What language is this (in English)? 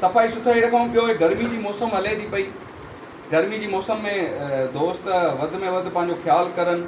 Sindhi